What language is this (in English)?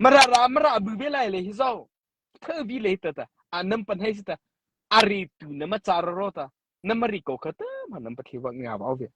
Mara Chin